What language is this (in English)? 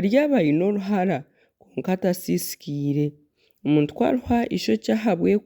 Nyankole